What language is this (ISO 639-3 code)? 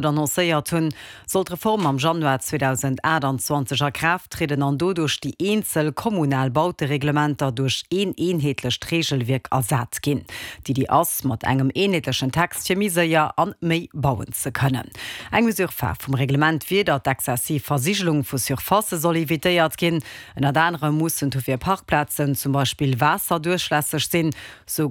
ltz